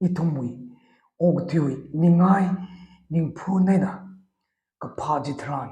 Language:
Tangkhul Naga (India)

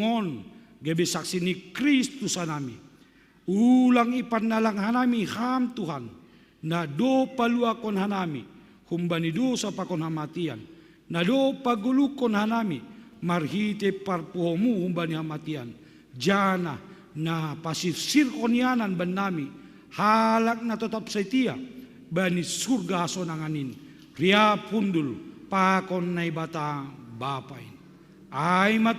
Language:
Batak Simalungun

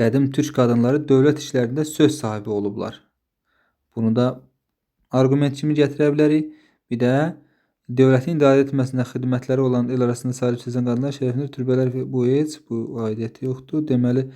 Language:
Azerbaijani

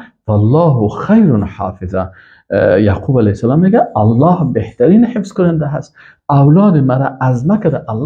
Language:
Persian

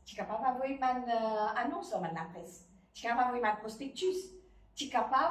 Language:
Morisyen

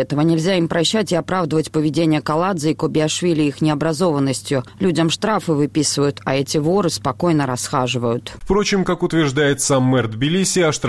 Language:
Russian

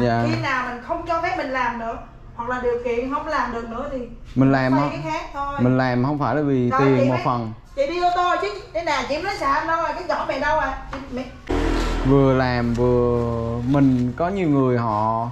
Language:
Vietnamese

